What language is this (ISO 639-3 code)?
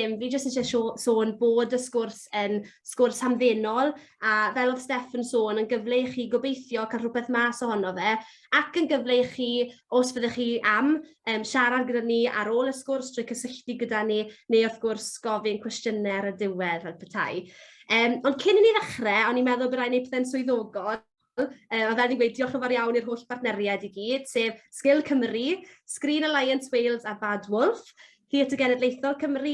cym